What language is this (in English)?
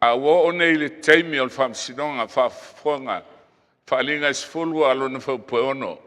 Samoan